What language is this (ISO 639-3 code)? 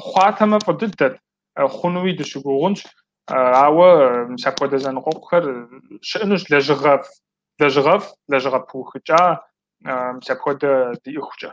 kbd